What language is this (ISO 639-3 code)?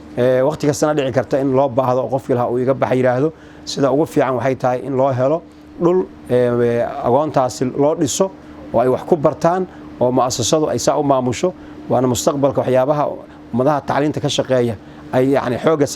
som